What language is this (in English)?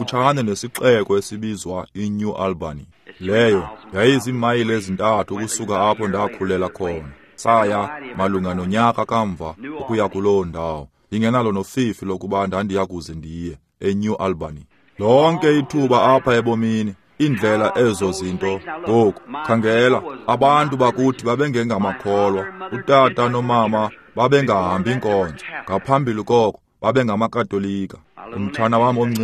Xhosa